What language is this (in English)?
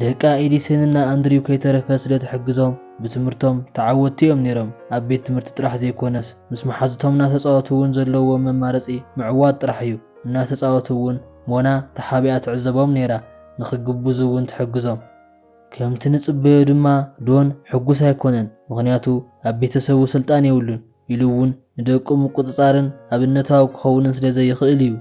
Tigrinya